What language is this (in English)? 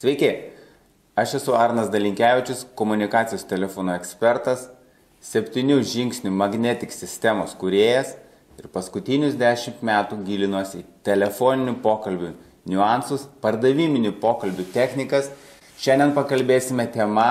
Lithuanian